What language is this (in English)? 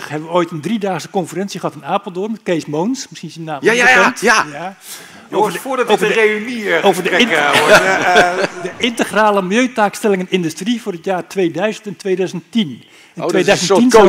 Dutch